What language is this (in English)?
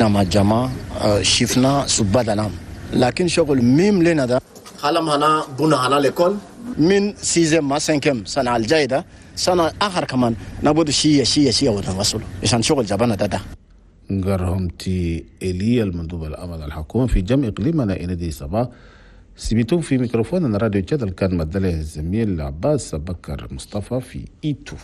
Chadian Arabic